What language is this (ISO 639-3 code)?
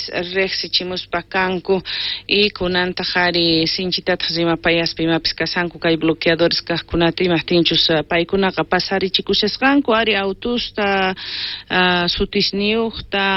quh